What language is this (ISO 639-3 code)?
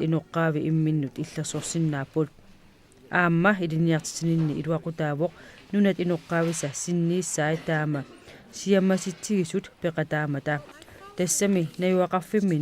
kal